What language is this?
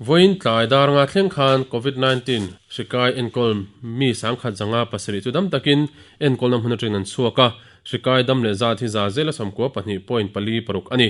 Mizo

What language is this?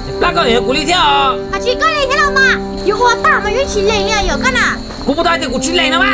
Hmong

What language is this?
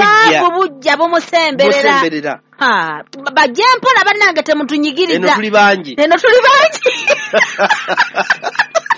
Ganda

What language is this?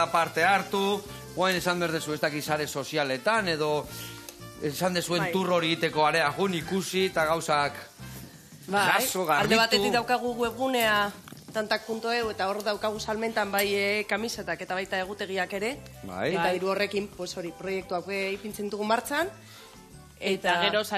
Basque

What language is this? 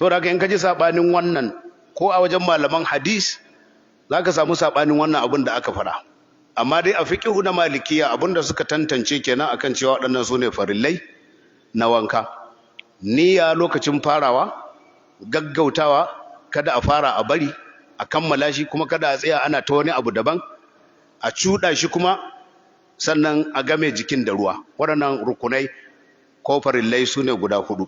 Hausa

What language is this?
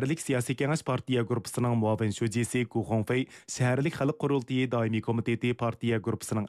Uyghur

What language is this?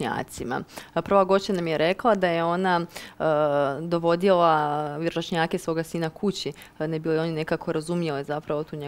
Croatian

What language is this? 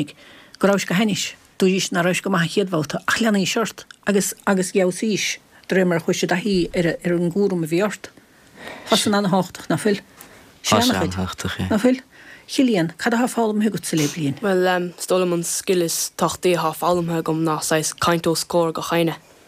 Irish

